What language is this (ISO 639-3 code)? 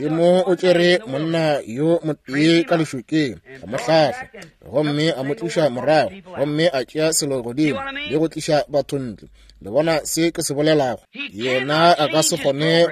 nso